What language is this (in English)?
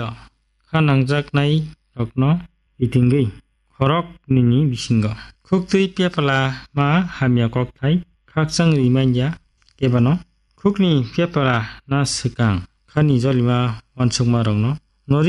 Kok Borok